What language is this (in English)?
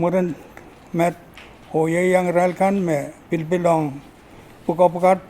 Pohnpeian